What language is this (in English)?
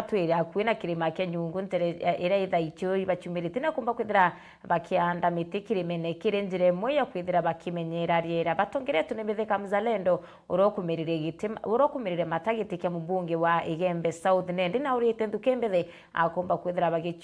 Meru